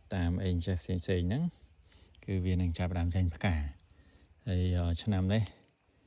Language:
Khmer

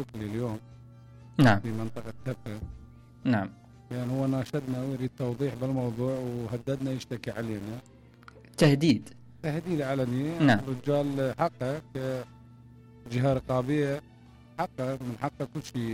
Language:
Mesopotamian Arabic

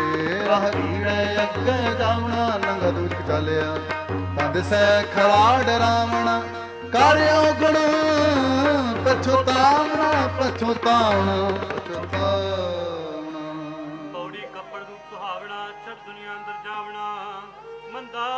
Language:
Punjabi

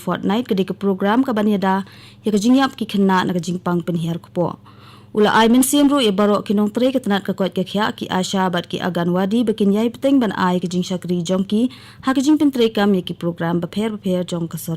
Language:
Khasi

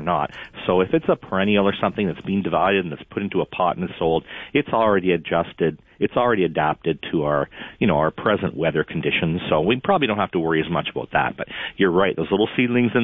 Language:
English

